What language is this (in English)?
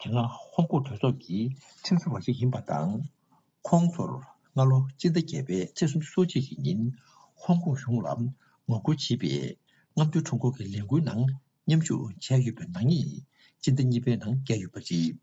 Tibetan